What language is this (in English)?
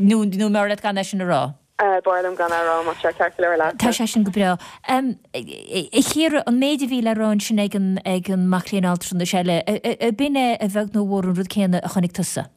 Irish